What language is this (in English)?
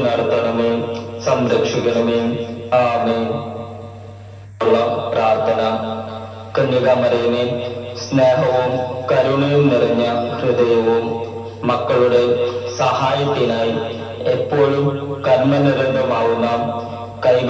Malayalam